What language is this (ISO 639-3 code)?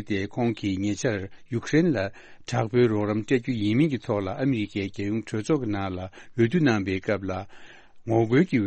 bod